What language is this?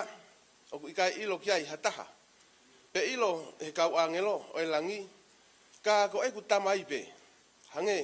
Tongan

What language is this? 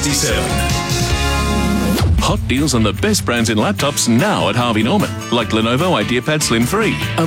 English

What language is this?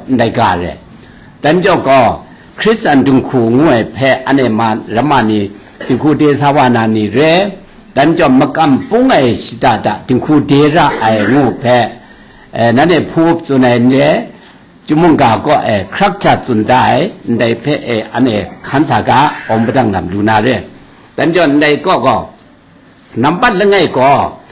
Kachin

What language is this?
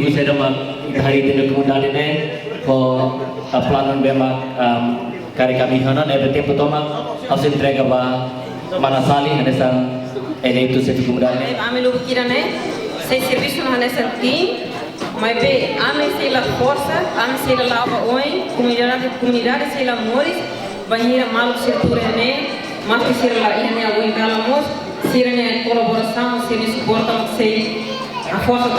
Tetum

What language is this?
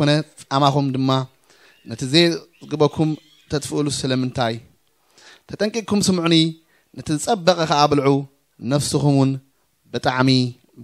Tigrinya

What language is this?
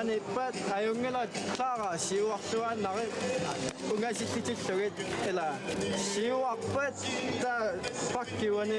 Kalaallisut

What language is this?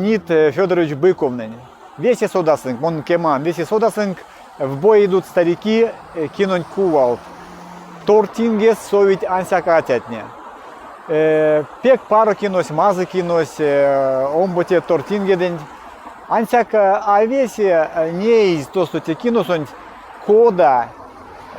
Erzya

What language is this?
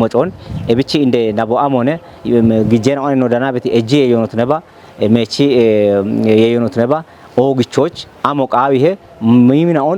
Kafa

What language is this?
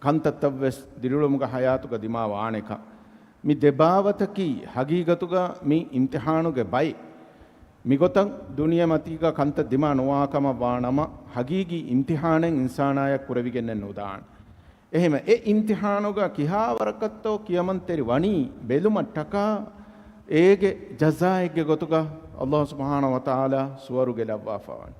Divehi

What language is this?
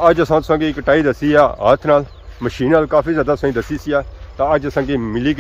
Pahari-Potwari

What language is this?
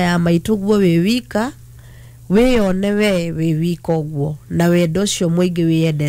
Kikuyu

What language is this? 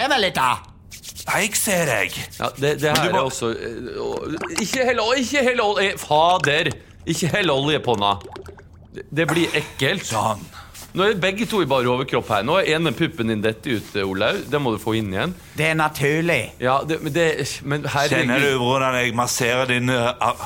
Norwegian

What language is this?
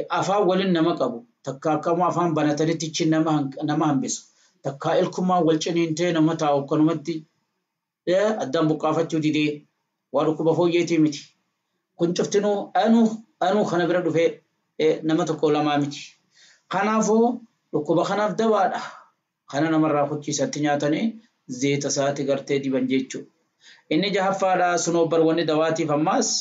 Oromo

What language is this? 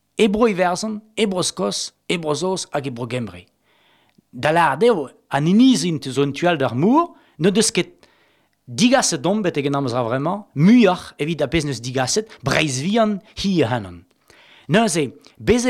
Breton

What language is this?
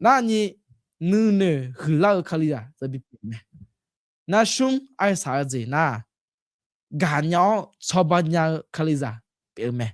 Akha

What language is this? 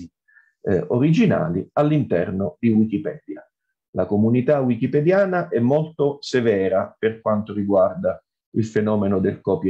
Italian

